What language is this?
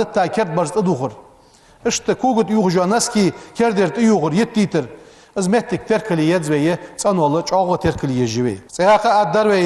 Ingush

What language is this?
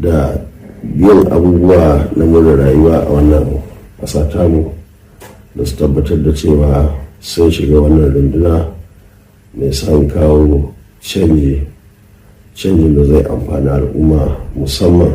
Hausa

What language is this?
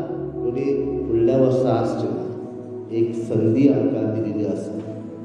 Konkani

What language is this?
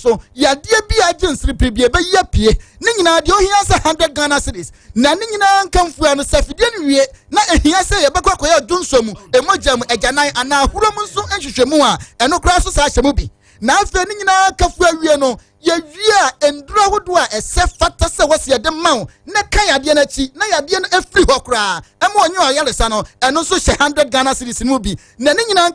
Akan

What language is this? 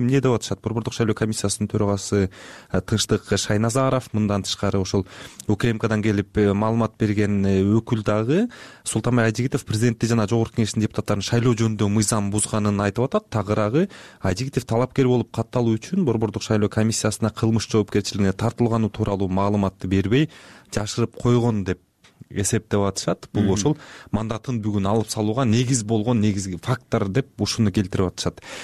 Kyrgyz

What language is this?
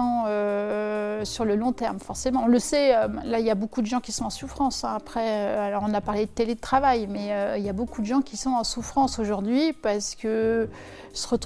French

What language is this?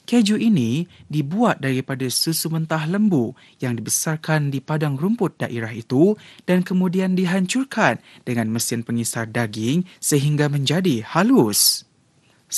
Malay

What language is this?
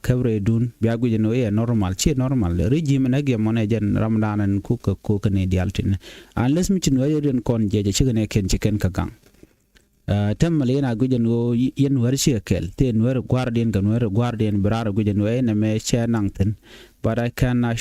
Nuer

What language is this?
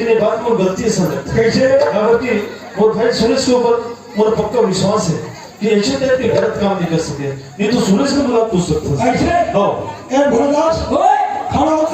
Chhattisgarhi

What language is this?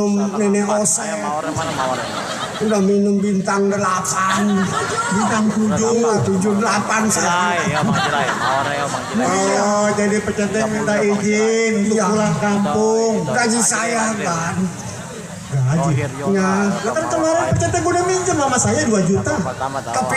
Betawi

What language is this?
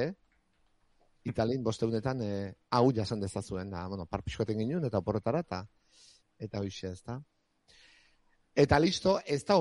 Basque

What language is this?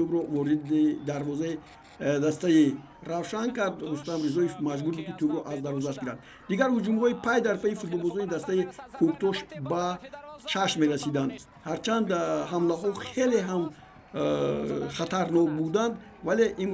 Tajik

